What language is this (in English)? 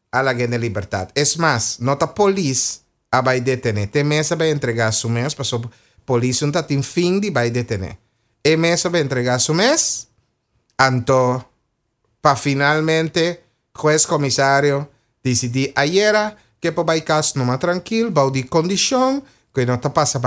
Papiamento